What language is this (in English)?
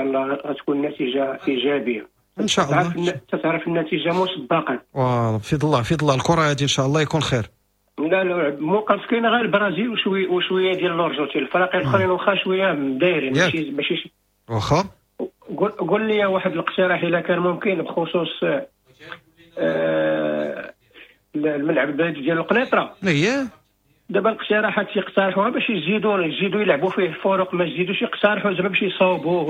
Moroccan Arabic